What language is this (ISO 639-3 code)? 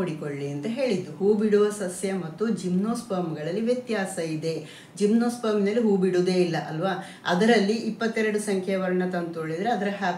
kan